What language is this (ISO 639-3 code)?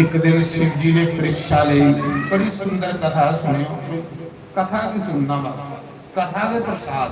doi